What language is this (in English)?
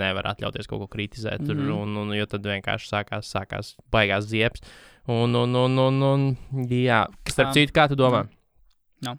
Latvian